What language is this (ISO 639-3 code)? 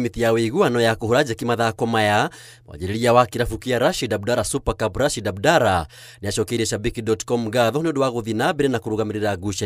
kik